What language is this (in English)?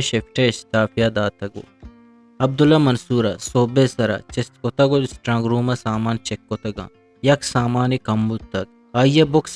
Eastern Balochi